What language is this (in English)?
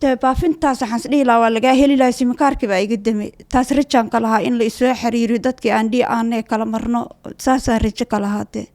Somali